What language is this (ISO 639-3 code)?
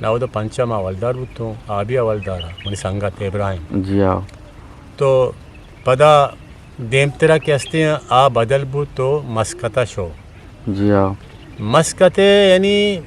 bgp